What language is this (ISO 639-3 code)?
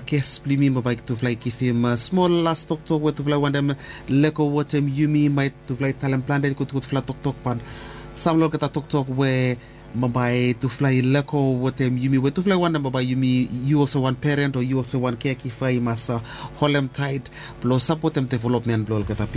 bis